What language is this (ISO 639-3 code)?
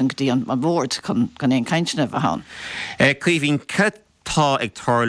gle